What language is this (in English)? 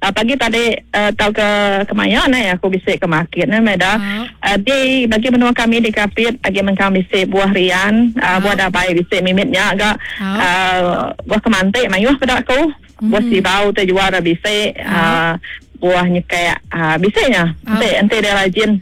Iban